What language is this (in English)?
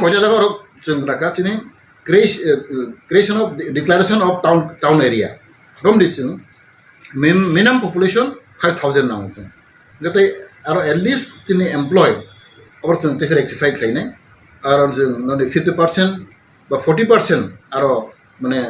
Kok Borok